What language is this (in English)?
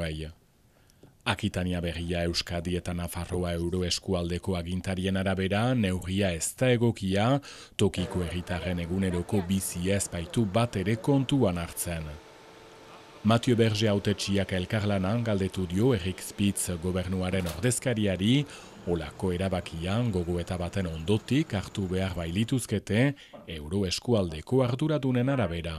Basque